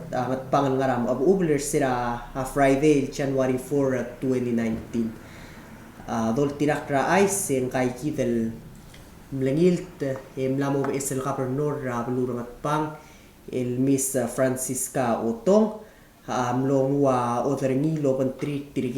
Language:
Palauan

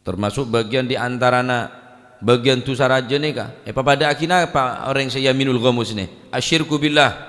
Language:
Madurese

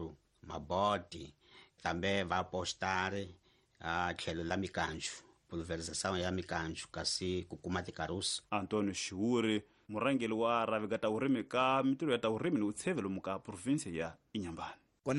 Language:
Tsonga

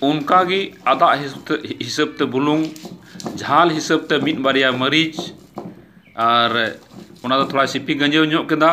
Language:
Santali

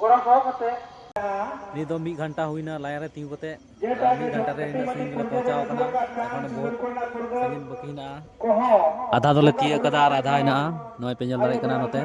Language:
Santali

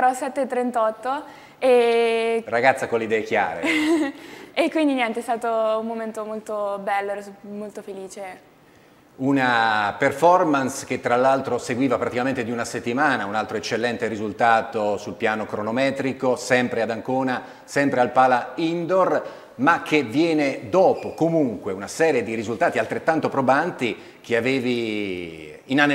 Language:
Italian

